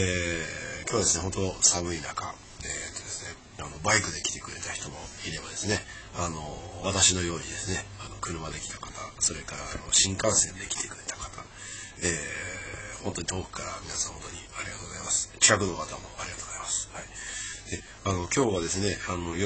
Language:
Japanese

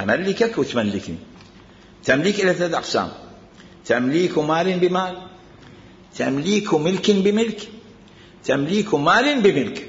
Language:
Mesopotamian Arabic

